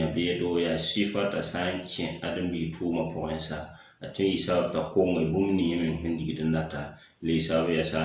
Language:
Mossi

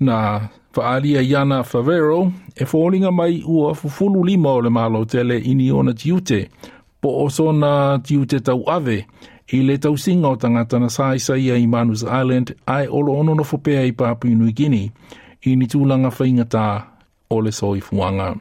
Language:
Samoan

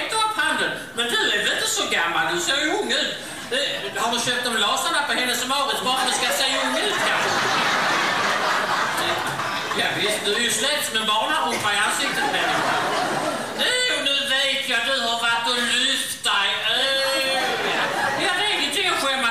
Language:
Swedish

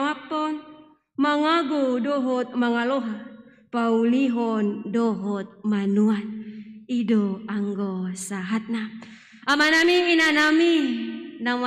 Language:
Batak Toba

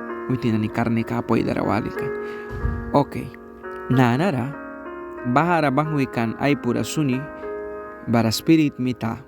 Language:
Mískito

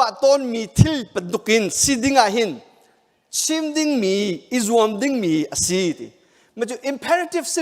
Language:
Hakha Chin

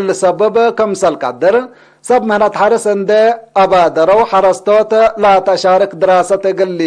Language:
Tigre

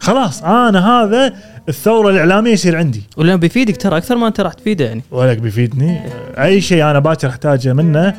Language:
Gulf Arabic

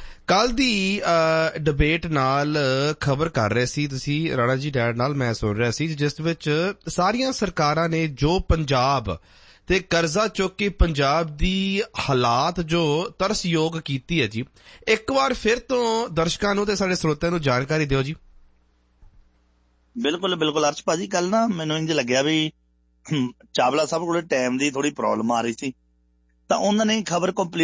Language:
Punjabi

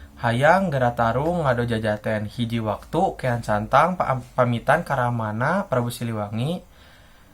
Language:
Sundanese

